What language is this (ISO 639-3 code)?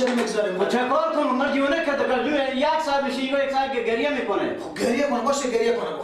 fas